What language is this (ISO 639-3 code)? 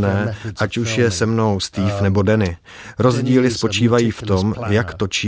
ces